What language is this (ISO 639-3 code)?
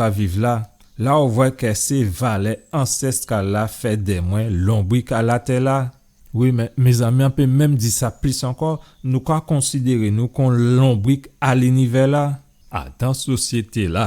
gcf